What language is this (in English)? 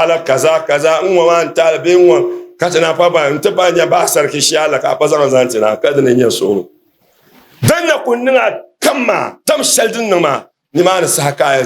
Dagbani